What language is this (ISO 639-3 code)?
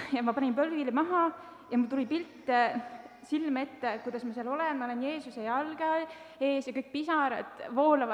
est